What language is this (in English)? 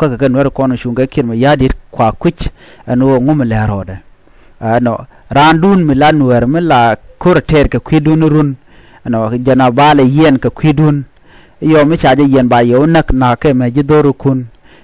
Nuer